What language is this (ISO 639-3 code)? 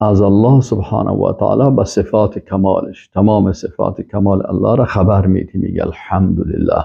fas